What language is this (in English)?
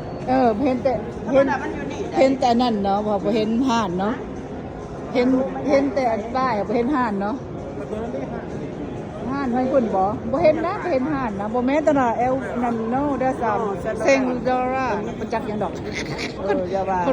Lao